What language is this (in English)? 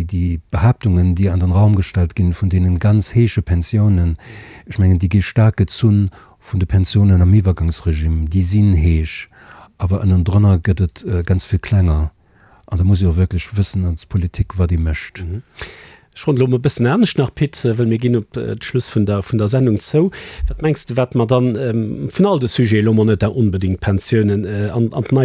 Luxembourgish